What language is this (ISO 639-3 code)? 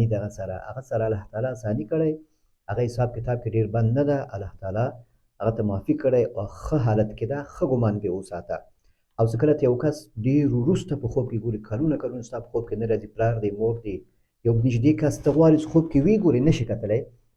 pus